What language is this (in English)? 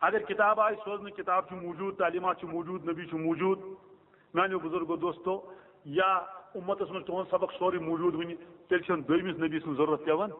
Kashmiri